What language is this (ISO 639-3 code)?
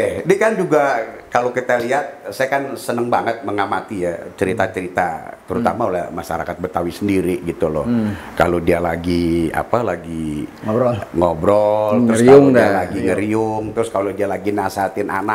bew